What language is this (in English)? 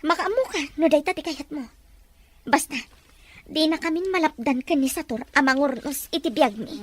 Iloko